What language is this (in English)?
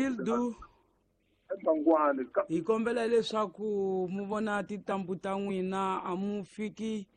Tsonga